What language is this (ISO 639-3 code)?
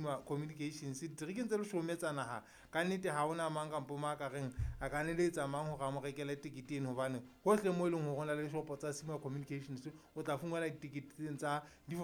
sot